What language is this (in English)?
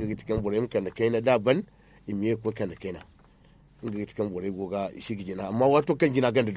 Zarma